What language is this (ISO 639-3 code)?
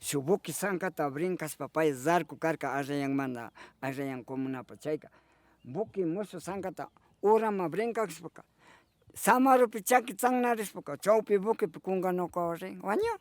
qvi